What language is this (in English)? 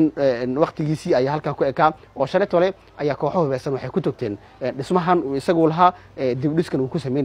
Somali